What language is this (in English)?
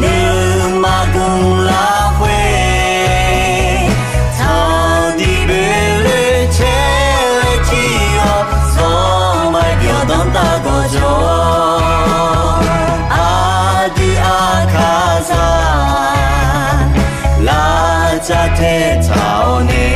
Akha